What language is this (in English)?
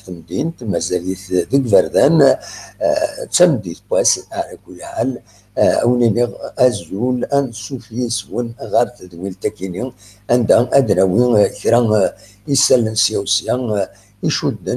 Kabyle